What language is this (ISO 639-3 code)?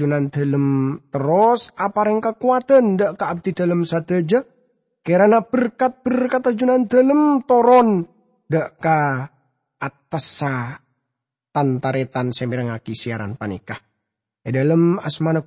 mad